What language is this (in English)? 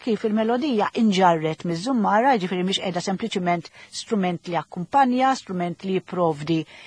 Maltese